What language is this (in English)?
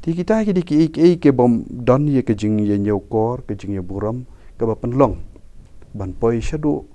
Khasi